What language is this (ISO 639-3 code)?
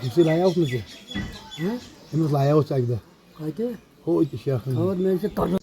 kas